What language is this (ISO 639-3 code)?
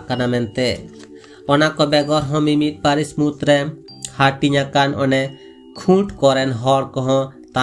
sat